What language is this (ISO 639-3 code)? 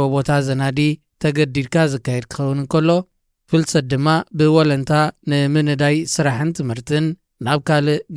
tir